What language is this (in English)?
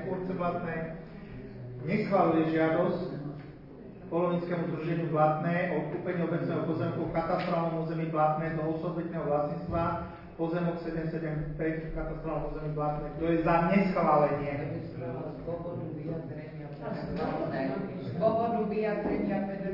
Slovak